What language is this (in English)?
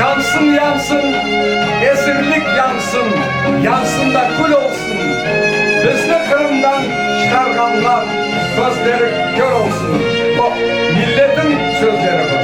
Crimean Tatar